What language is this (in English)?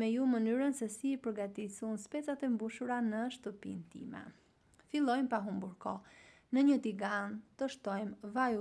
Albanian